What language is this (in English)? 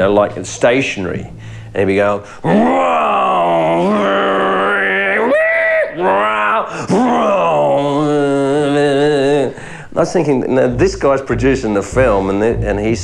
English